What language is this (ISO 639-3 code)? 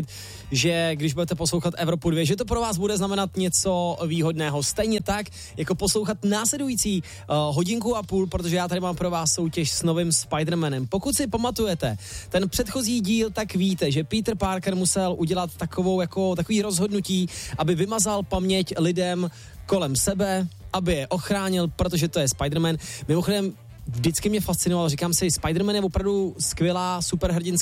ces